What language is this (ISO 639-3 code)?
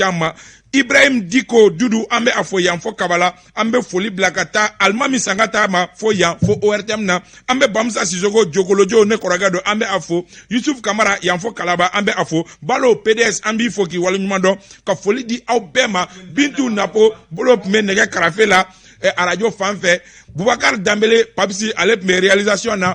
bam